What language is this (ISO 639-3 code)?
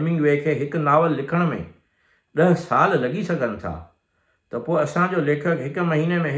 snd